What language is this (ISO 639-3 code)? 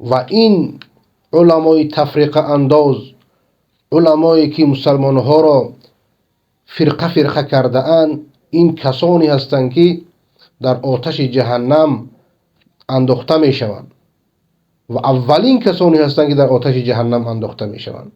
fas